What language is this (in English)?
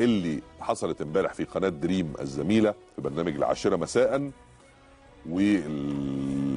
Egyptian Arabic